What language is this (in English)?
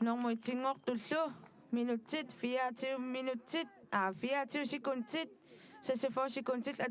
Kalaallisut